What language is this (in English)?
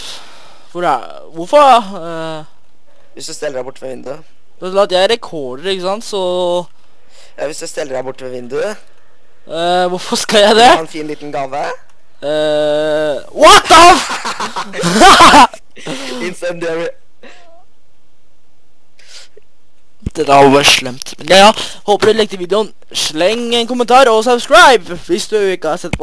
Norwegian